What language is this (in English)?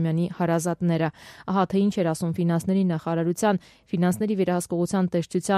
Armenian